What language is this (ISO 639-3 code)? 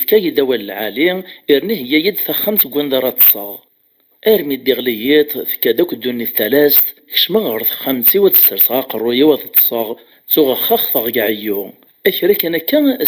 kab